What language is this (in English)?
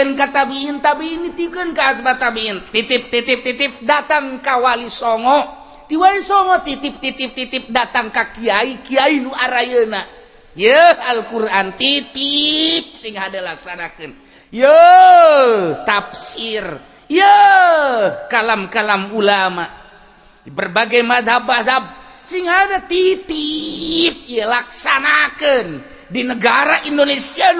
Sundanese